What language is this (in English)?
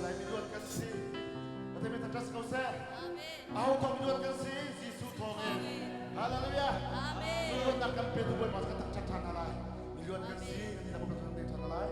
Hakha Chin